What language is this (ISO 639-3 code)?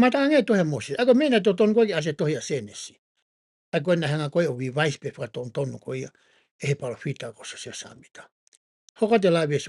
ton